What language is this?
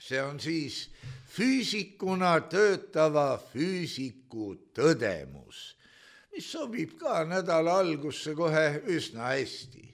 Estonian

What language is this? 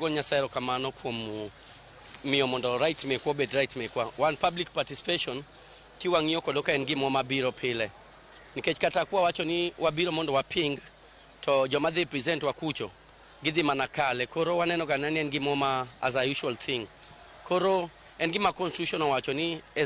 Luo (Kenya and Tanzania)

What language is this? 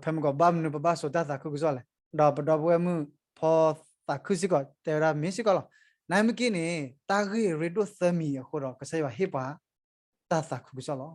S'gaw Karen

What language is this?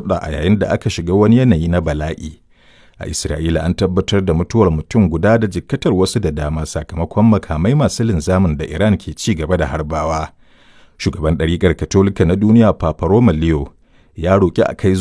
Hausa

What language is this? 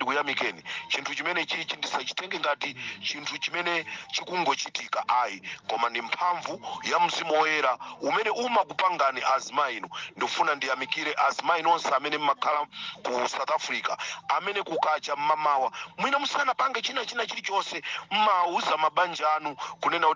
Nyanja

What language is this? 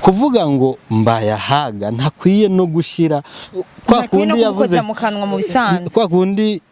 Rundi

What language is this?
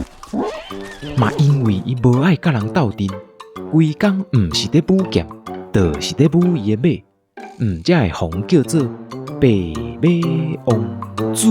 Min Nan Chinese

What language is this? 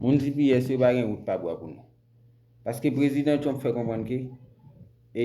Haitian Creole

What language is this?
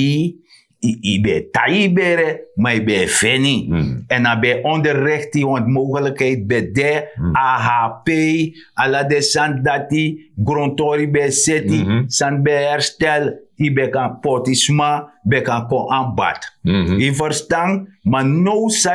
Sranan Tongo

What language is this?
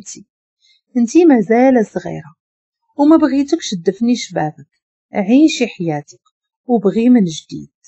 Moroccan Arabic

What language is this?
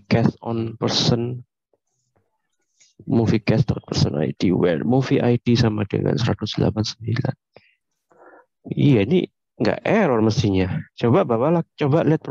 Indonesian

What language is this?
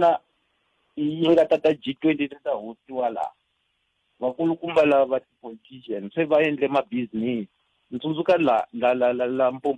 Tsonga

